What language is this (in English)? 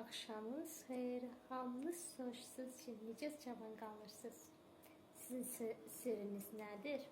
Azerbaijani